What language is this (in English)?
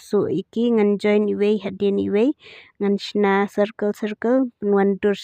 Khasi